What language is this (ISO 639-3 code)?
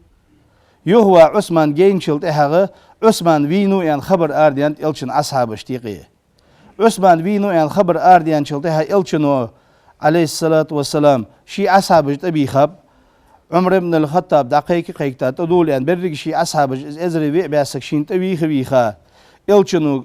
inh